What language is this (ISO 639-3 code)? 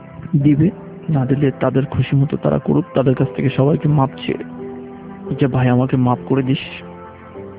ben